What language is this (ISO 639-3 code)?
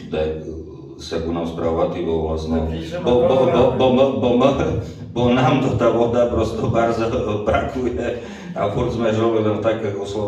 rue